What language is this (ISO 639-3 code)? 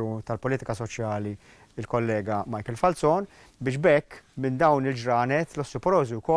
mlt